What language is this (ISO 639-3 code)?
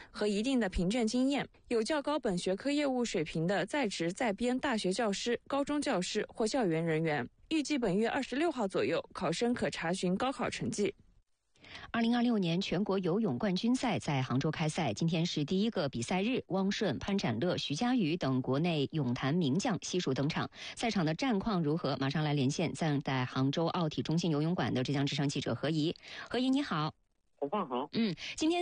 zho